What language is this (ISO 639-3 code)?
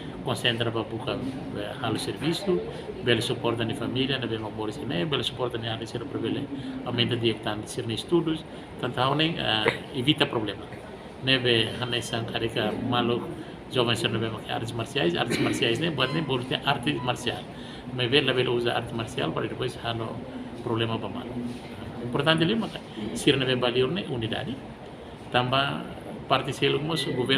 tet